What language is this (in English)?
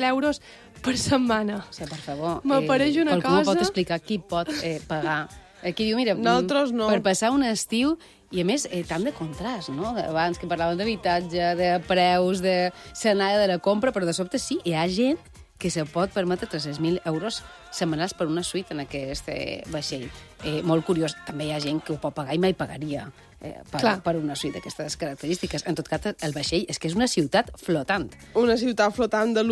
Catalan